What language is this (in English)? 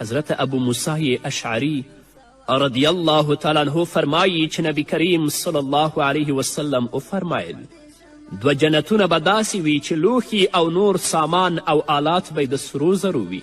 Pashto